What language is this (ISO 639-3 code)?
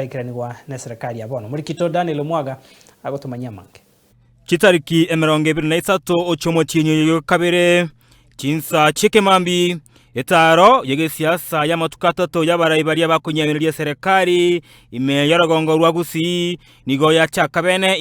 guz